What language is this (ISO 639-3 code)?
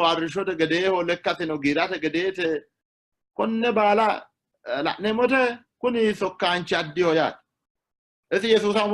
sid